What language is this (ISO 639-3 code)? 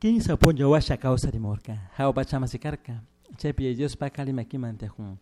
qug